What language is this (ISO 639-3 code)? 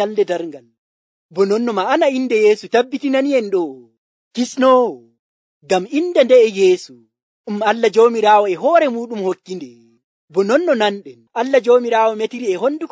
fuv